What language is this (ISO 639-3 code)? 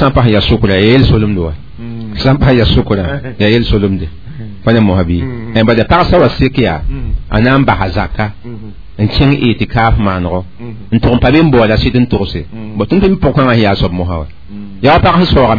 mos